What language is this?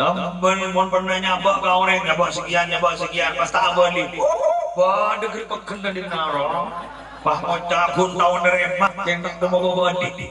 Madurese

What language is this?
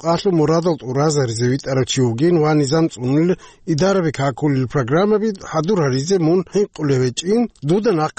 Avaric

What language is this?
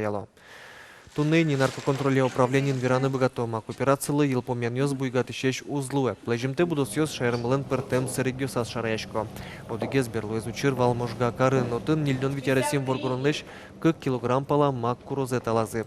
Udmurt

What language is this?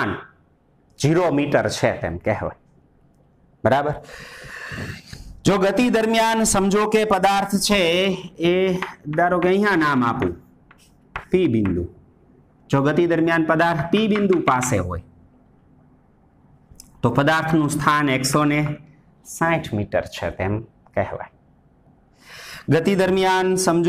Gujarati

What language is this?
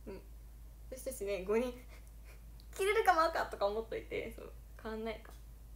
Japanese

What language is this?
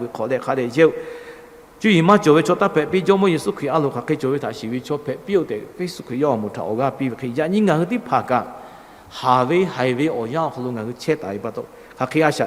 Lahu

